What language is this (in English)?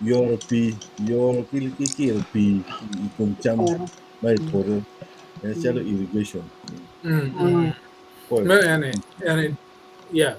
Acoli